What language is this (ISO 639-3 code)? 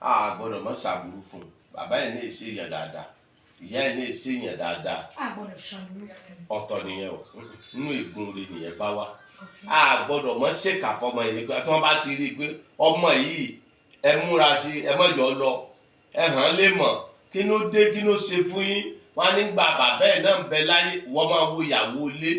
yor